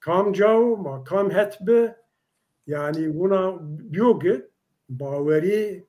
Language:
Zaza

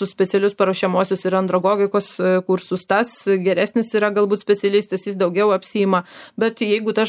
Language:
Lithuanian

